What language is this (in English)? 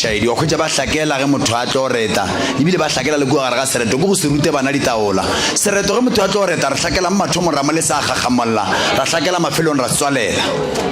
Northern Sotho